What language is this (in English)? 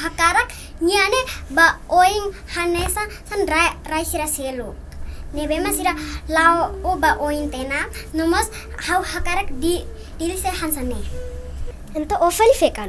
Tetum